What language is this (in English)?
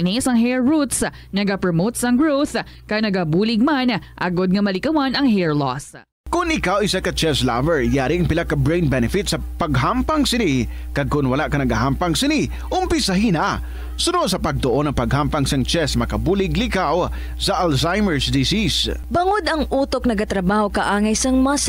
Hiligaynon